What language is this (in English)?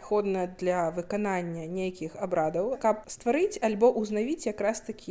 Belarusian